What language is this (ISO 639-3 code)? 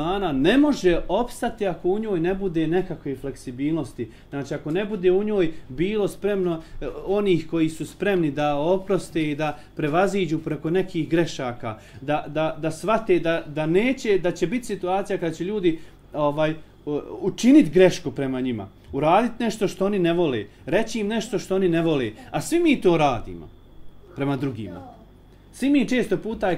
bos